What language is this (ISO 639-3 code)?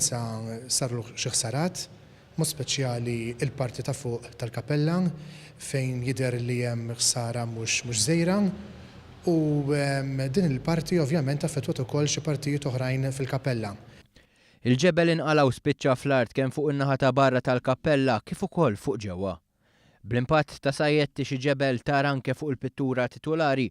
mlt